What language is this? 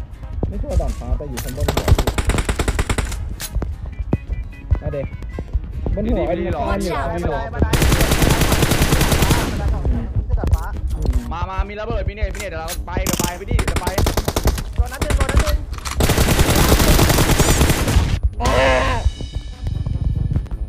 Thai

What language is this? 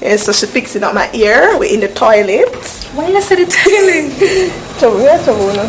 Jamaican Creole English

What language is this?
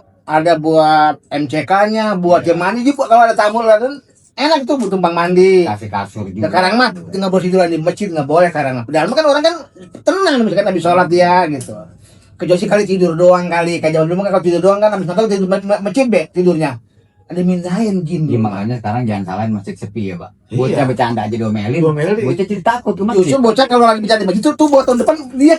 Betawi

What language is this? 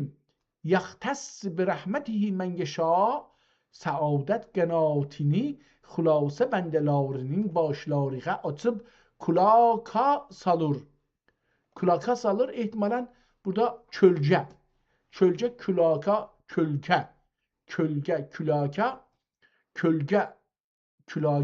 South Azerbaijani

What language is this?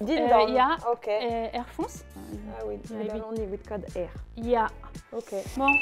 Breton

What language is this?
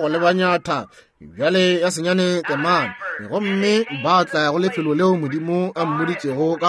Northern Sotho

